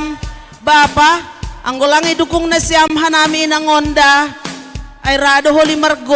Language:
Batak Simalungun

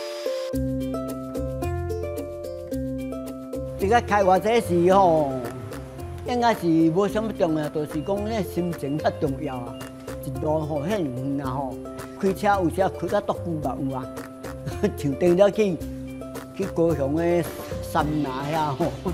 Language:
Min Nan Chinese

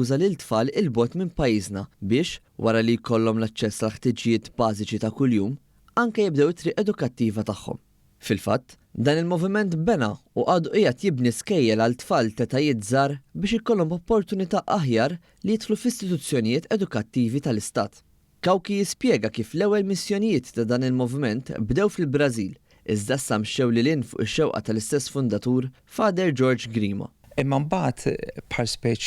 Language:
Maltese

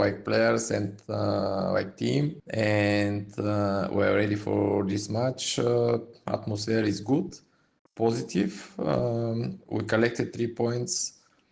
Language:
Tswana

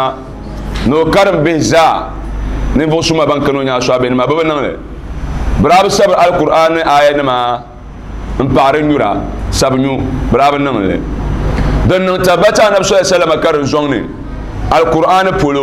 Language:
Dagbani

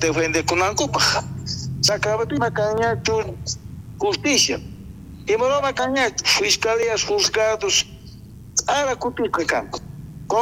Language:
South Bolivian Quechua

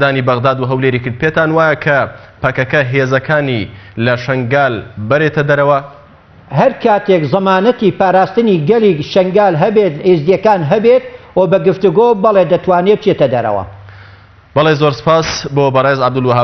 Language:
Central Kurdish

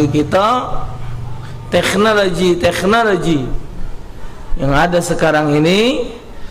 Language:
Musi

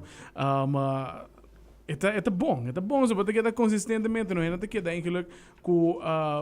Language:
Papiamento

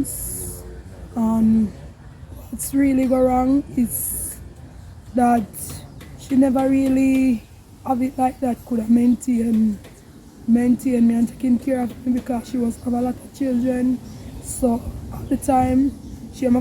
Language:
Jamaican Creole English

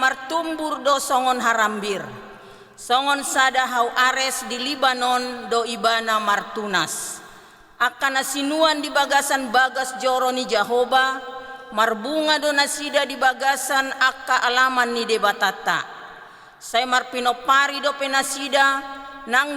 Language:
Batak Toba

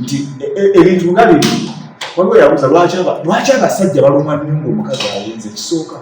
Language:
Ganda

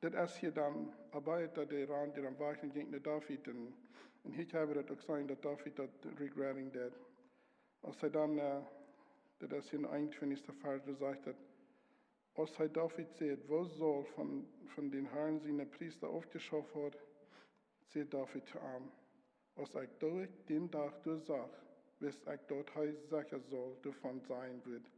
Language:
Plautdietsch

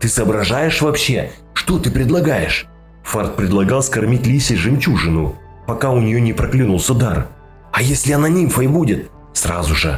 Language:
Russian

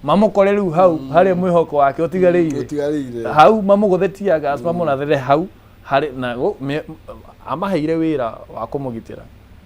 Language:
Kikuyu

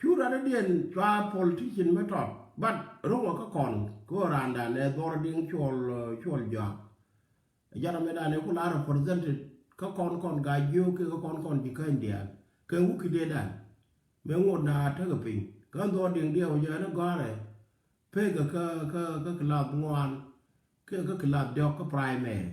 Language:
Nuer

